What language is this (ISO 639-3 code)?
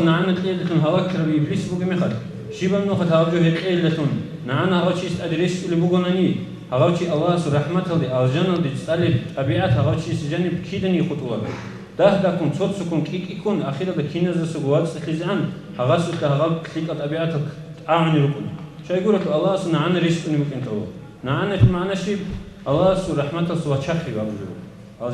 ava